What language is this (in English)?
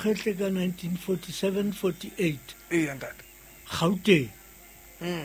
Southern Sotho